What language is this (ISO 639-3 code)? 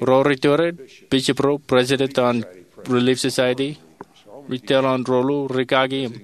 mah